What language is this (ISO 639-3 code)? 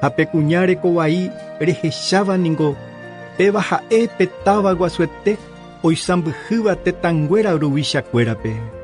grn